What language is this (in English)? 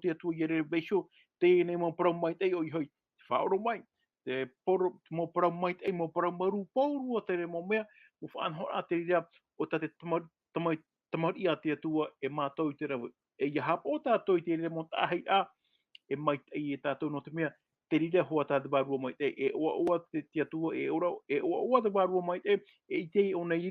Tahitian